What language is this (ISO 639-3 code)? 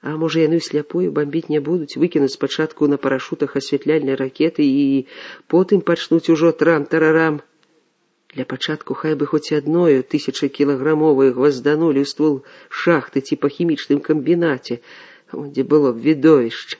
bel